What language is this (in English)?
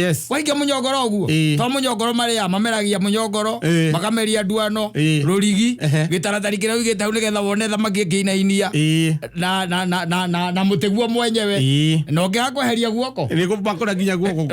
Kikuyu